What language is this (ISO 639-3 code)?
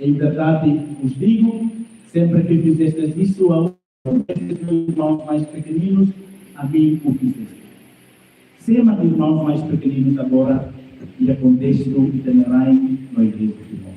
tet